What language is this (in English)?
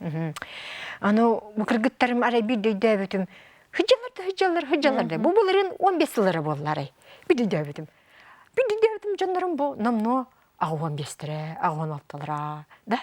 Yakut